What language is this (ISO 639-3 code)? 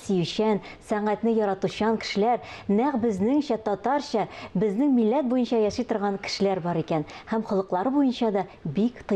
tat